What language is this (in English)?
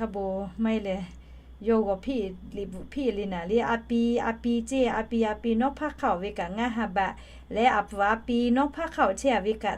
Lahu